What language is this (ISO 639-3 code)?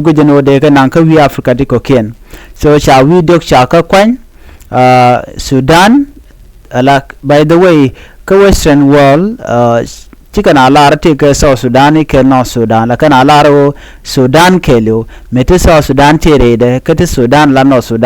nus